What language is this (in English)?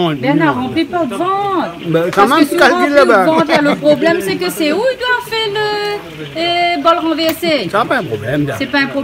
Réunion Creole French